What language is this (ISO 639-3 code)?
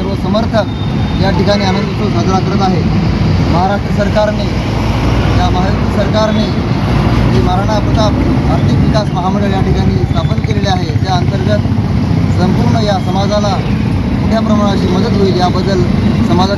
mar